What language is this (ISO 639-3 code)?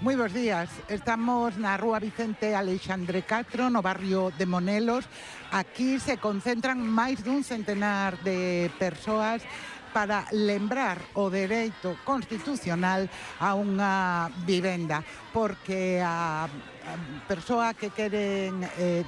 glg